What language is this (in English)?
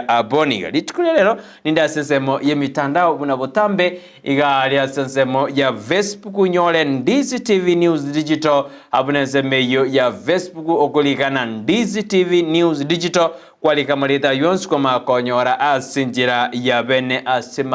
Gusii